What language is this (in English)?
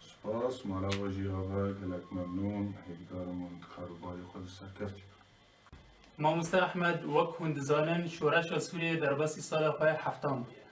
Kurdish